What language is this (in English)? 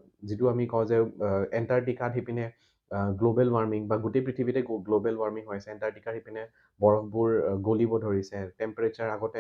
Assamese